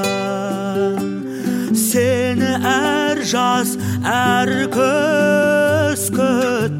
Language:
Kazakh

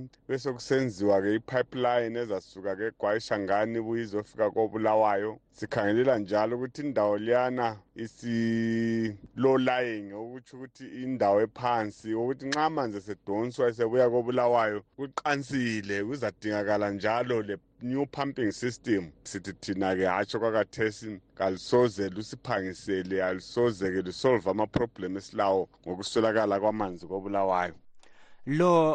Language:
North Ndebele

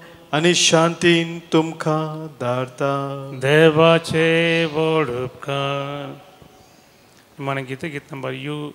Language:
Konkani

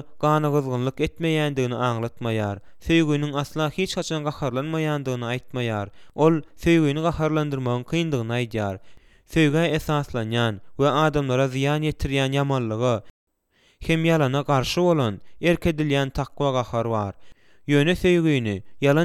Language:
Turkmen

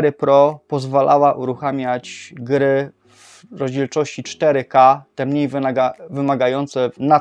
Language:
Polish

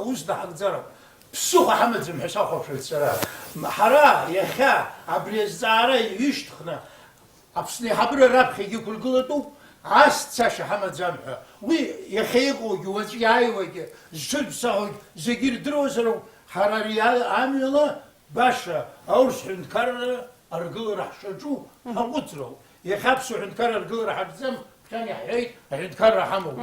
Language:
Abkhazian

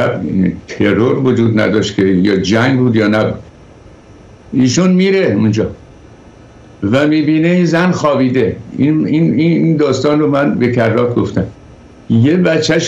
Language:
Persian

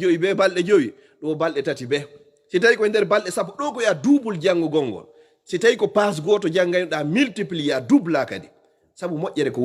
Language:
Fula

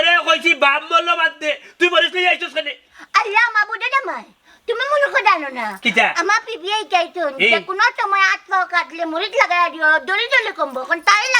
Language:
Sylheti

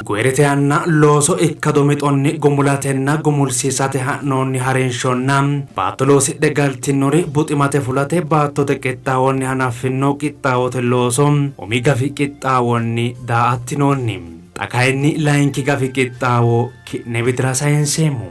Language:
Sidamo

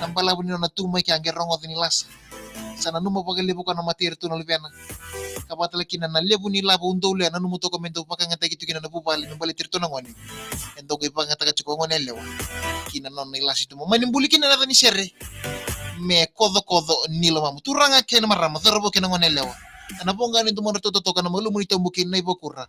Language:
Fijian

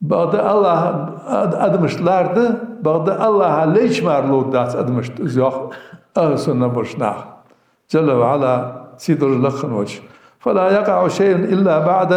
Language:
Ingush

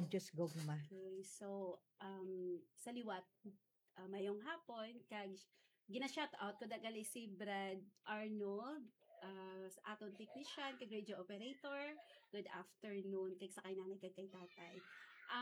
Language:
Hiligaynon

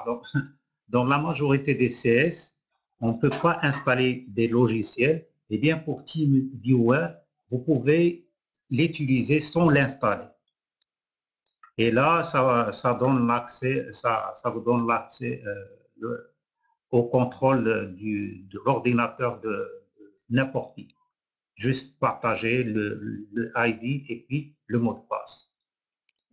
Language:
French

